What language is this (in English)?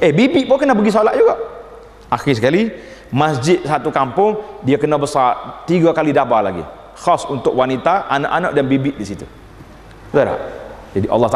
Malay